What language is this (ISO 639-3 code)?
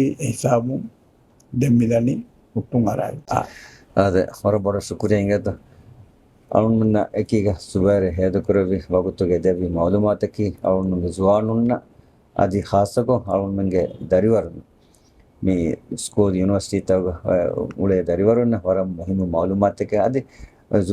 div